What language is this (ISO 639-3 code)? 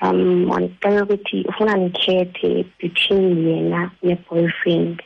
xho